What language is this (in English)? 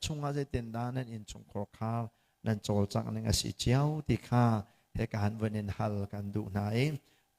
Hakha Chin